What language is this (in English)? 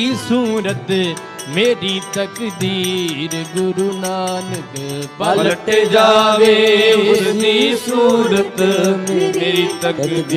Punjabi